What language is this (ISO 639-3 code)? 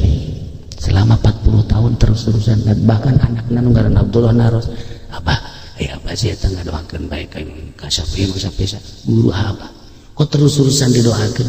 sun